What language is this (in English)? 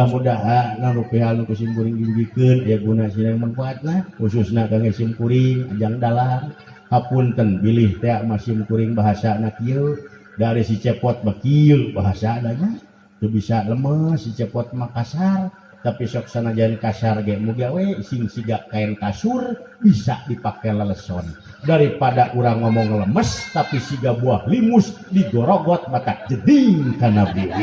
Sundanese